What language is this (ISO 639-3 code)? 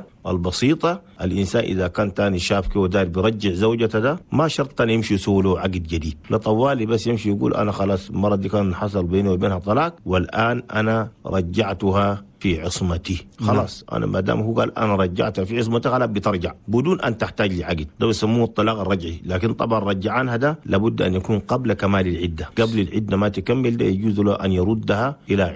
shu